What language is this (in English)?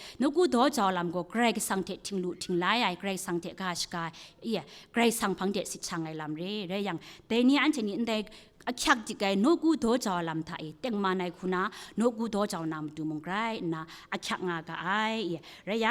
Kachin